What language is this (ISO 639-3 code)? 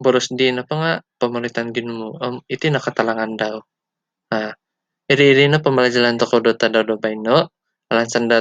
dtp